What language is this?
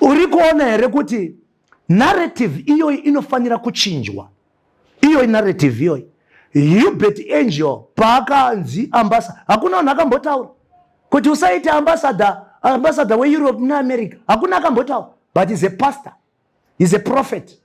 Shona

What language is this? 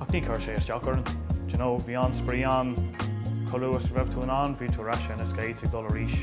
Irish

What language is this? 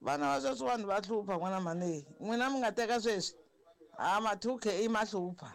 Tsonga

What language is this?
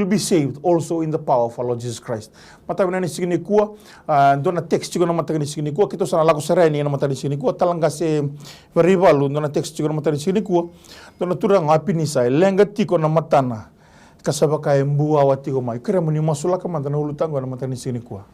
Fijian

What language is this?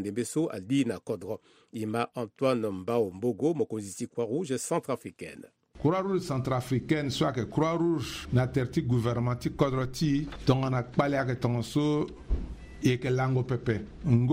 Sango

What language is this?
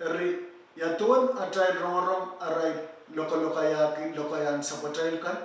Pohnpeian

